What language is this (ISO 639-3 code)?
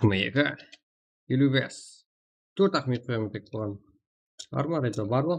kaa